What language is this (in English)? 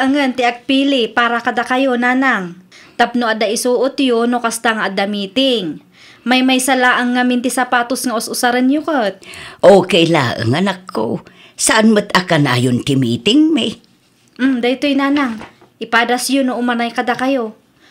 Iloko